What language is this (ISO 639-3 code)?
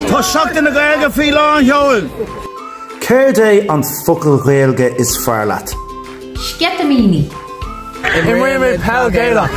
gle